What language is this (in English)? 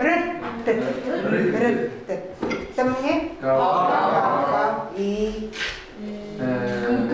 Chukot